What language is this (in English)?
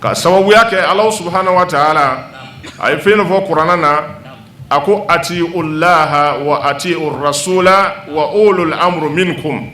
Bambara